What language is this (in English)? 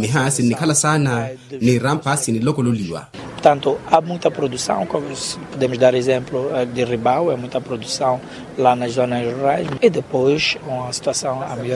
Makhuwa